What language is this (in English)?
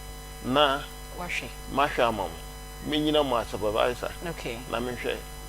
Akan